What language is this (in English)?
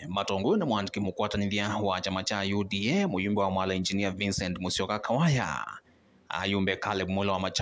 Kamba